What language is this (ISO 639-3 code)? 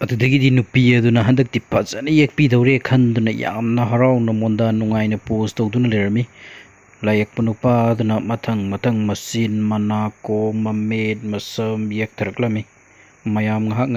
mni